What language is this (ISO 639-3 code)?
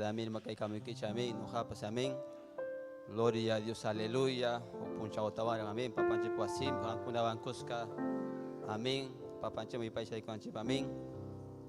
quy